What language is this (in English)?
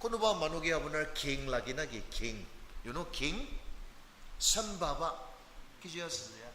Naga Pidgin